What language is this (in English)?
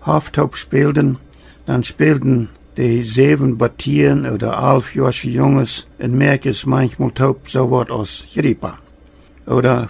Plautdietsch